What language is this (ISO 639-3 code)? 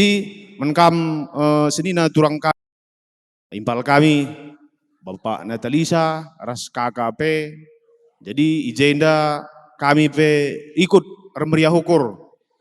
btx